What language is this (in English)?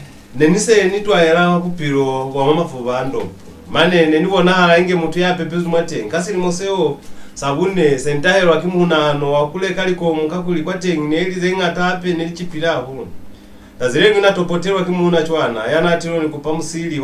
Lozi